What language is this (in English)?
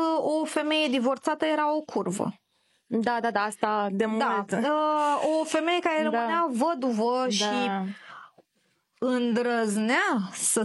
Romanian